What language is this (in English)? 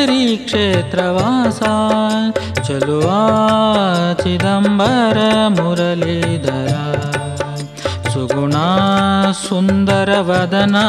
Kannada